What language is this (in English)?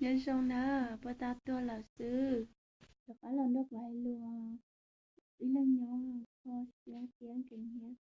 Hmong